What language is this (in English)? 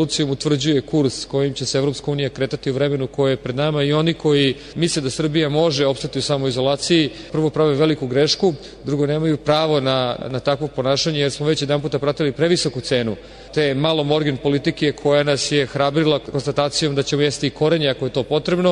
Serbian